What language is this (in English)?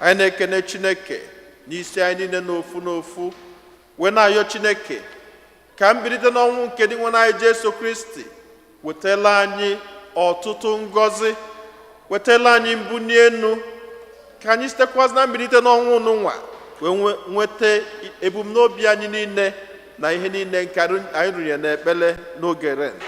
Igbo